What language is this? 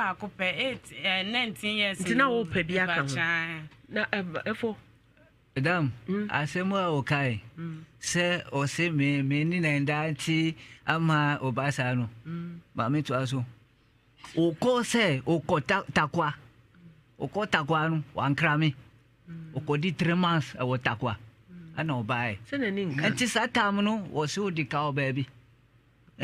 Akan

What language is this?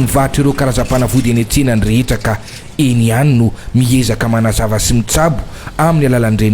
Malagasy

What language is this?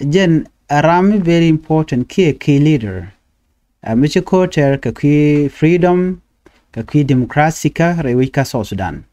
Nuer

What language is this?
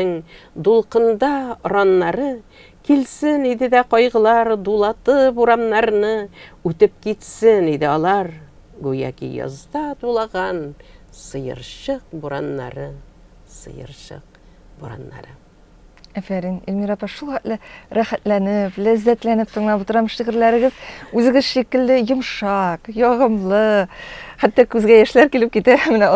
Tatar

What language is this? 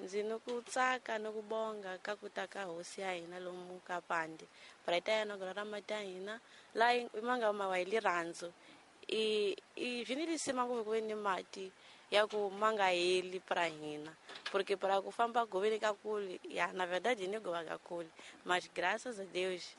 Tsonga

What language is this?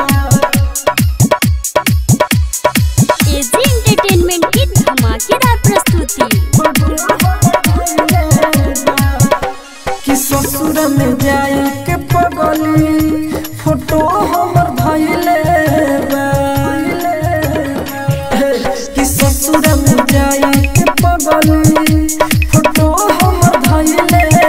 Bhojpuri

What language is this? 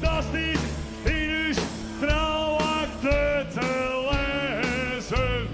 Western Frisian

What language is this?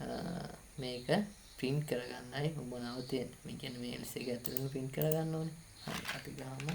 Sinhala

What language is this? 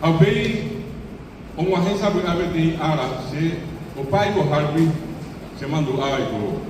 Guarani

